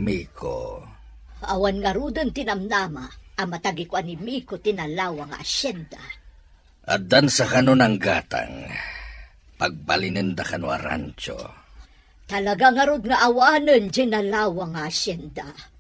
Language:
Iloko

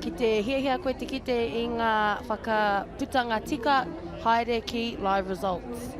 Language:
Māori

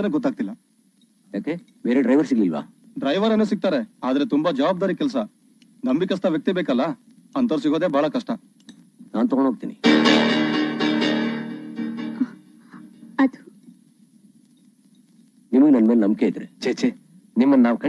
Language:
Kannada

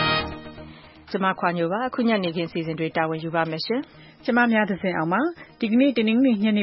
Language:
Burmese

